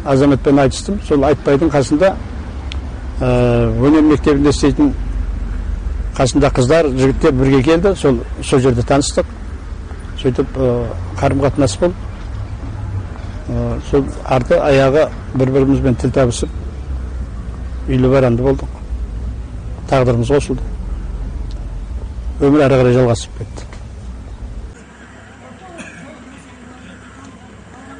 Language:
Kazakh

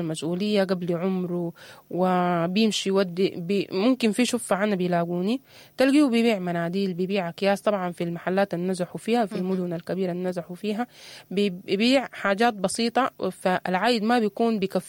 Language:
Sudanese Arabic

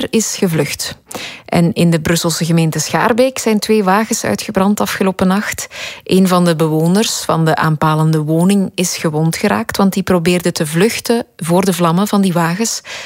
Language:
Dutch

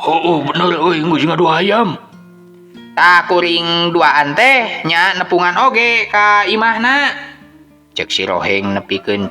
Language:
Sundanese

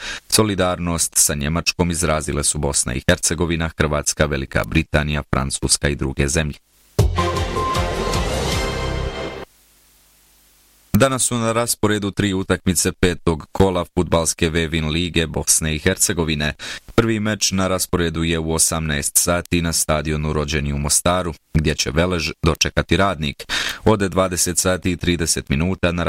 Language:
Bosnian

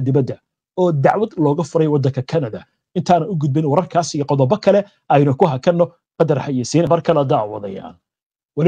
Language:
Somali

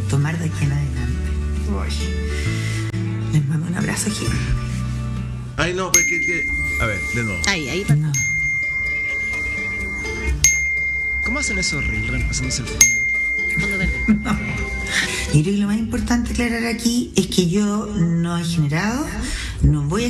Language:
Spanish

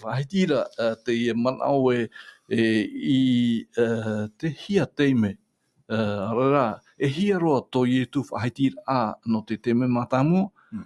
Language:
Tahitian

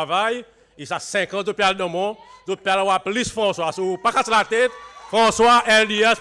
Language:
Seselwa Creole French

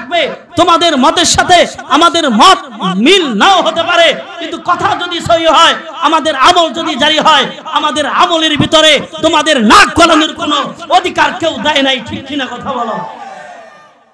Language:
Bangla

